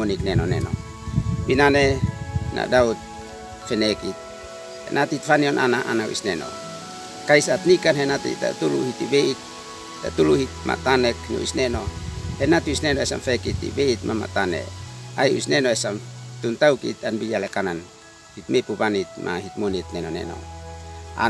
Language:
Uab Meto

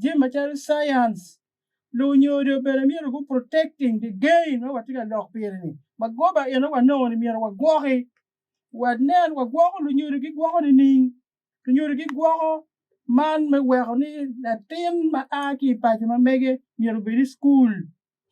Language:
Acoli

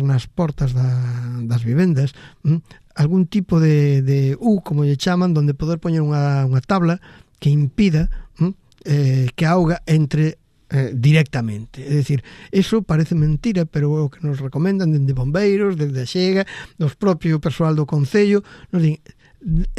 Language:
Galician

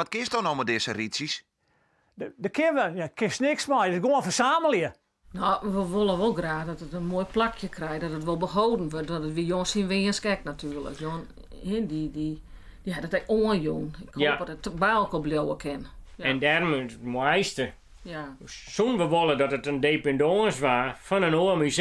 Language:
Western Frisian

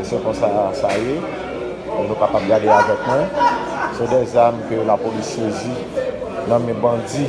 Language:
Haitian Creole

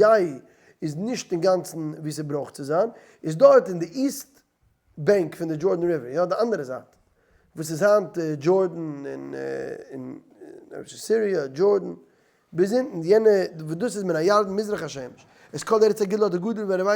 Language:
Yiddish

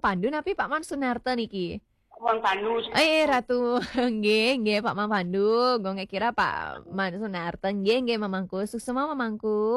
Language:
Balinese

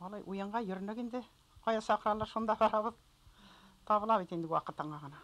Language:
Bashkir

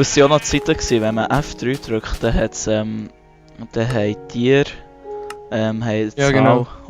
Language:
Swiss German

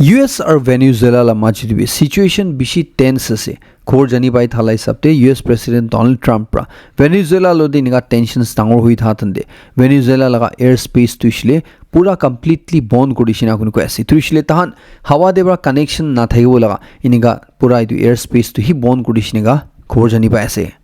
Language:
Naga Pidgin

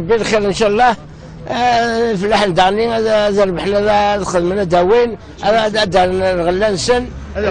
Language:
Kabyle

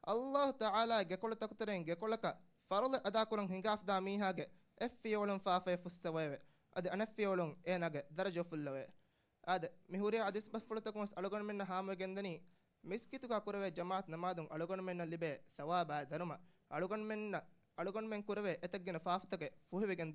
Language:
Divehi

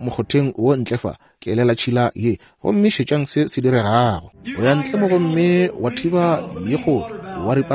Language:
Northern Sotho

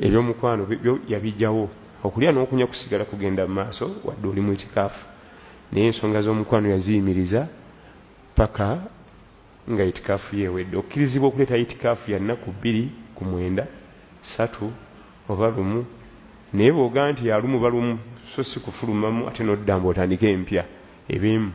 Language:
Ganda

